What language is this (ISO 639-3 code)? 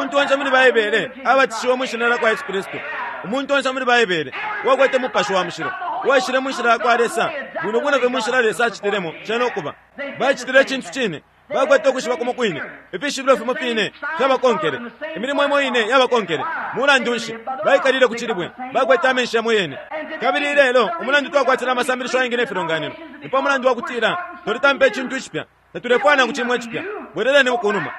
bem